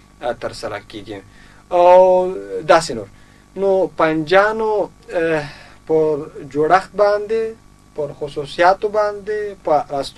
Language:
Pashto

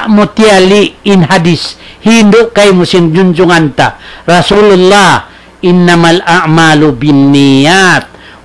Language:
Tausug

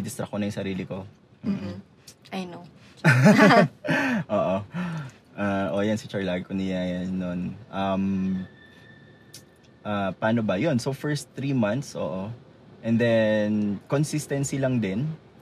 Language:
Filipino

